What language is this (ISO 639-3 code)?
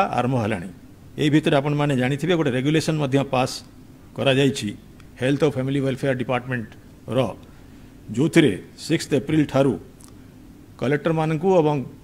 ori